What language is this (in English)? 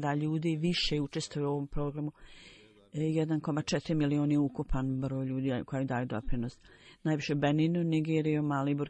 Bosnian